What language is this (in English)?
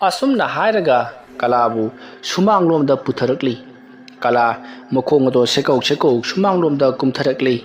Manipuri